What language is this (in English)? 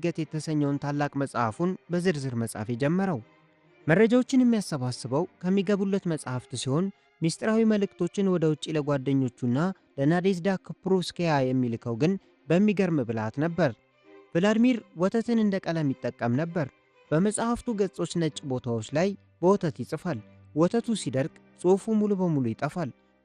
Amharic